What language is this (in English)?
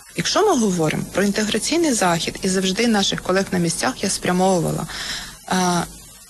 Ukrainian